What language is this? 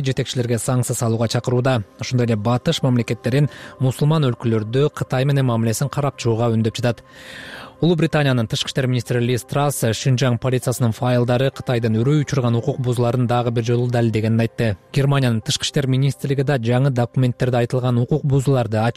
Kyrgyz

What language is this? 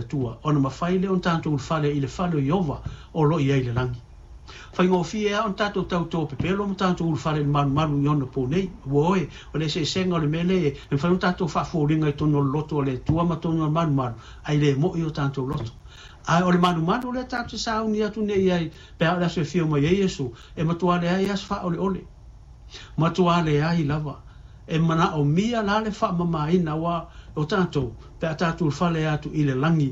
Samoan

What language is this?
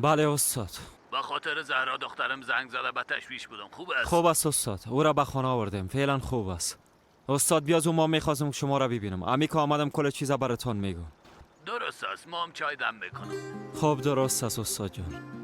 Persian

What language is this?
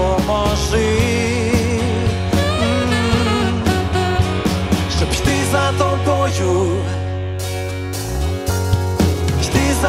Ukrainian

